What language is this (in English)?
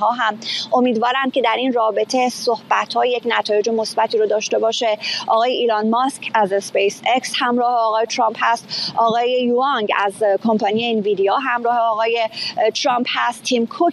Persian